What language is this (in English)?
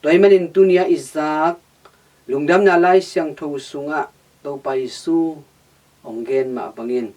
Tedim Chin